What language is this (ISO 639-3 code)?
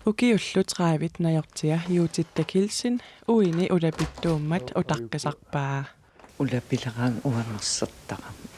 kal